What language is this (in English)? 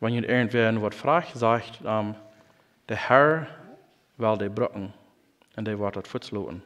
Plautdietsch